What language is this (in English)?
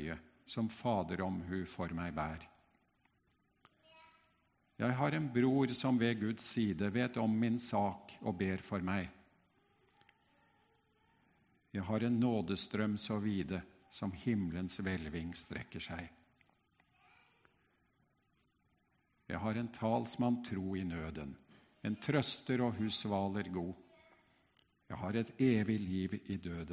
Norwegian